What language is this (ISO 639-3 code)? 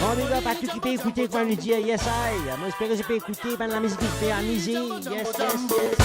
mfe